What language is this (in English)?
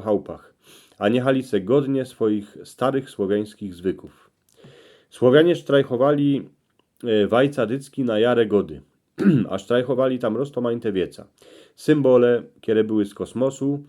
Silesian